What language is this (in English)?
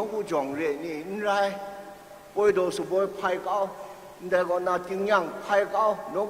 Kachin